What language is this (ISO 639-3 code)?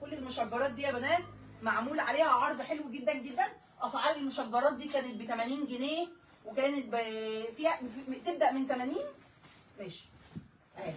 arz